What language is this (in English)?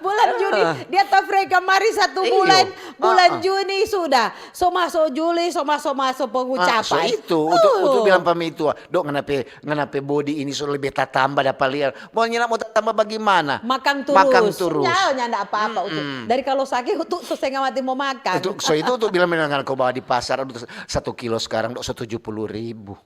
Manado Malay